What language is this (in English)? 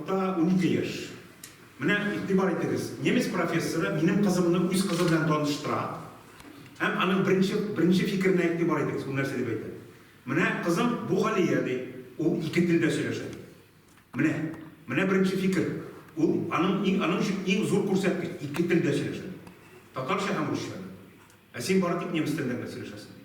Tatar